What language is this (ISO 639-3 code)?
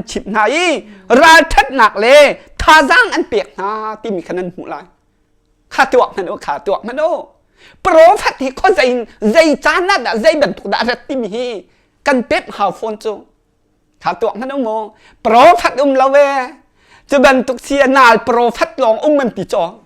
cnh